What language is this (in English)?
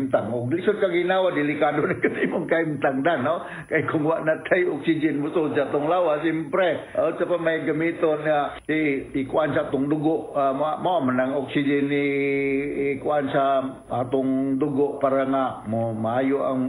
Cebuano